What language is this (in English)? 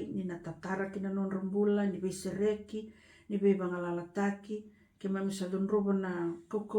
Fijian